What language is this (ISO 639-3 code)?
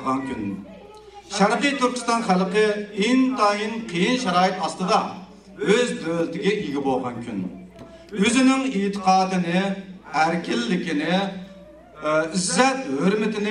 uig